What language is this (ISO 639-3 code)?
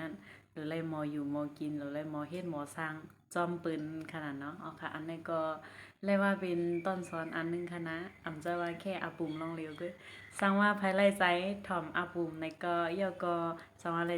shn